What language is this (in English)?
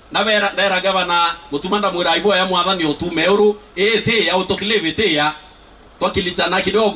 Meru